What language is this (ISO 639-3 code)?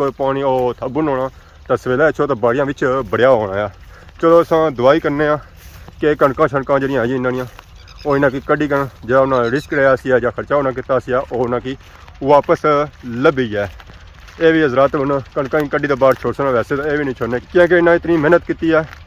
phr